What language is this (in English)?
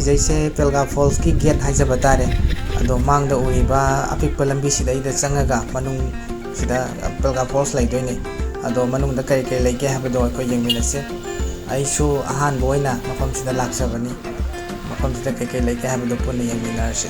Manipuri